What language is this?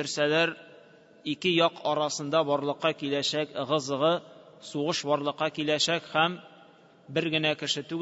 Tatar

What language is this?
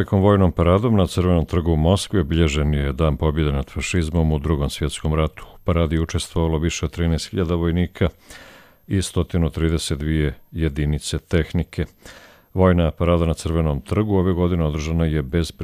Croatian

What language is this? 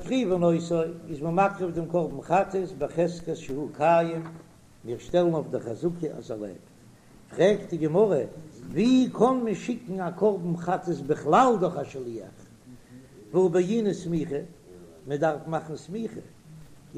Yiddish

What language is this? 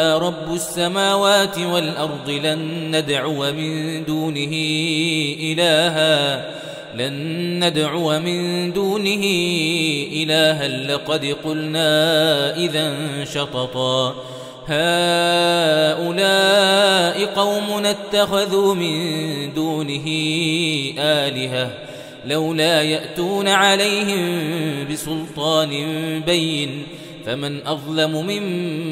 Arabic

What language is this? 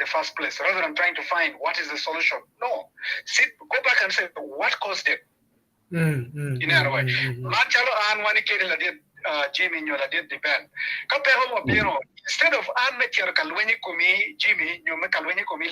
Acoli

